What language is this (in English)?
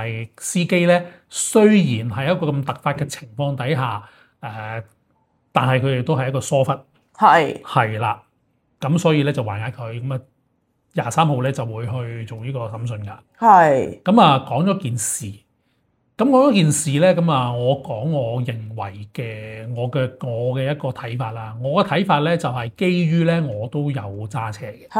Cantonese